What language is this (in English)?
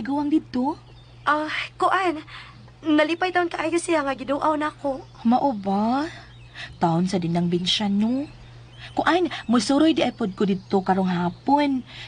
Cebuano